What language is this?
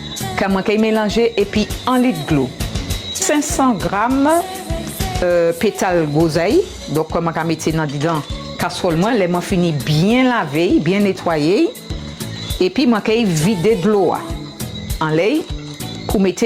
Guadeloupean Creole French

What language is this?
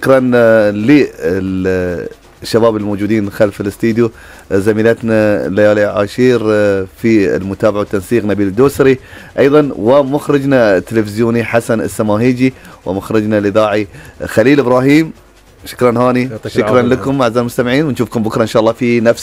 Gulf Arabic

